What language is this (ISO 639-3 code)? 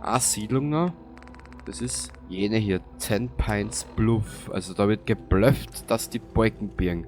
bar